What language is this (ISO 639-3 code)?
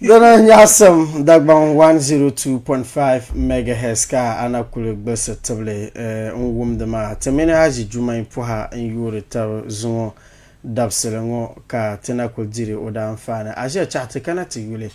dag